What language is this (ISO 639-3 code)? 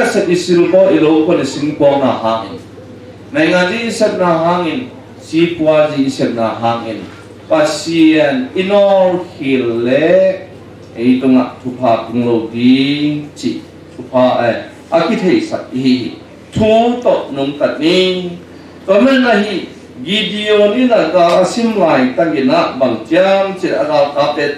ctd